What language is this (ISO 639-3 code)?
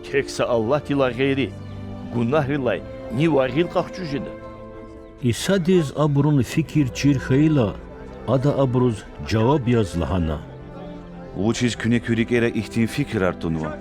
lez